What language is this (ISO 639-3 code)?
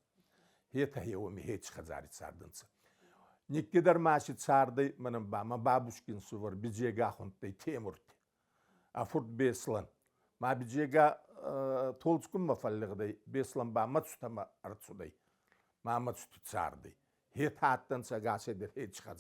oss